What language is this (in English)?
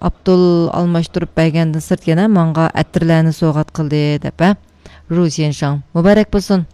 Uyghur